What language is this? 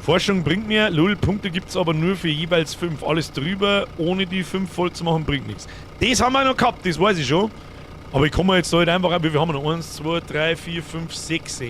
Bavarian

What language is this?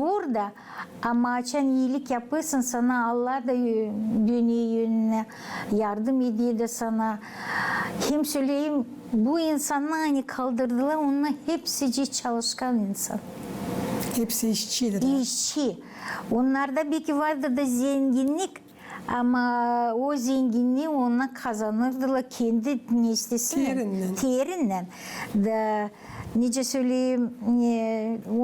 Gagauz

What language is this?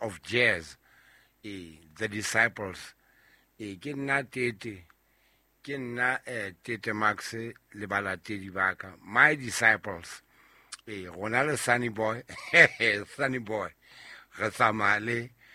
Southern Sotho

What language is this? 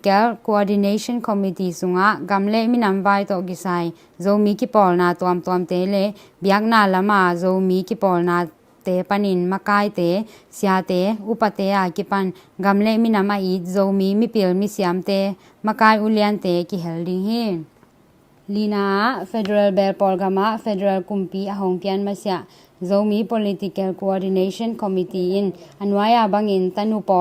Tedim Chin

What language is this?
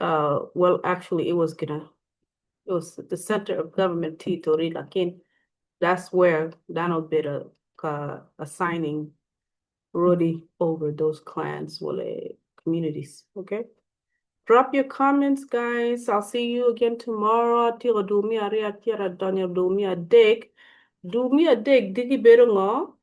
Acoli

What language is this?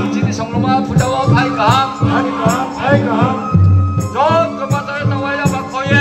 Riang (India)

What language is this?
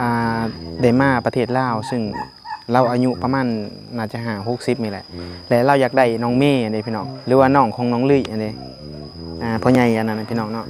Northeastern Thai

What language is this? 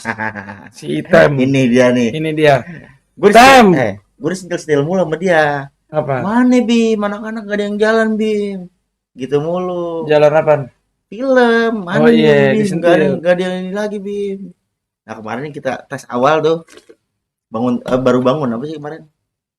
Betawi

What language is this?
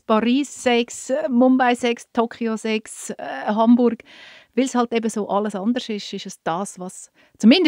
German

